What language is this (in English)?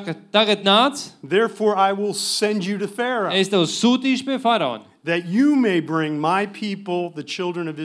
Latvian